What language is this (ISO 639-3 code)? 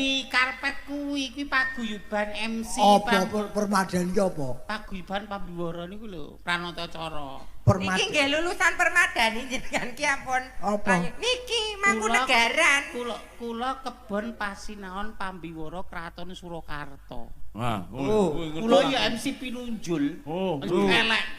jav